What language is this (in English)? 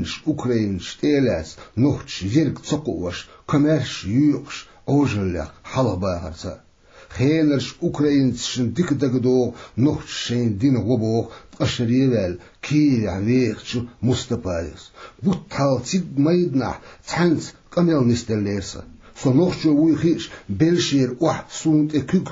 Chechen